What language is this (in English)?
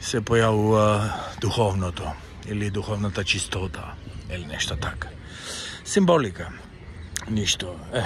Macedonian